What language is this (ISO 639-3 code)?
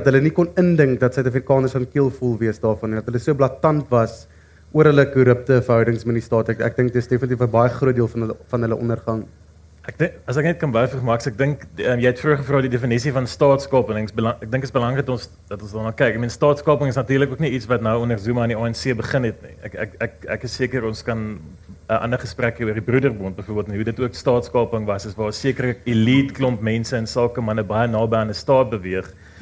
afr